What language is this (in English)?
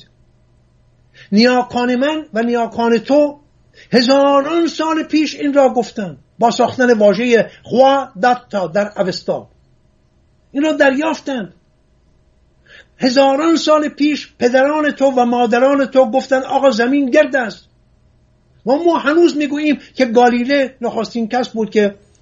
Persian